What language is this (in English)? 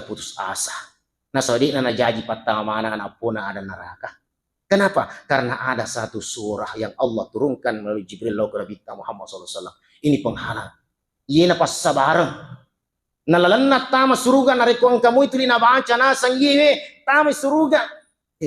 Buginese